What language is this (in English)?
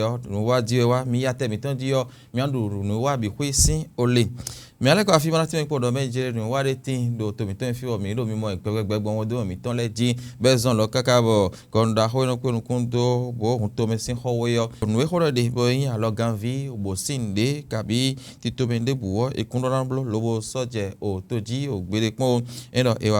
Fon